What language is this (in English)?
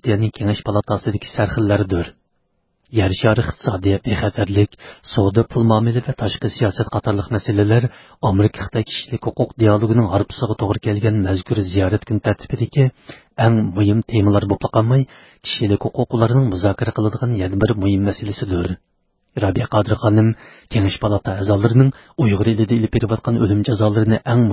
Uyghur